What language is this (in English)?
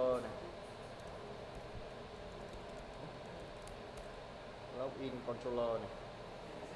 Vietnamese